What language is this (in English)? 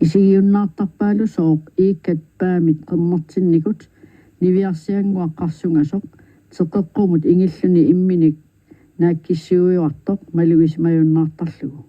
Kalaallisut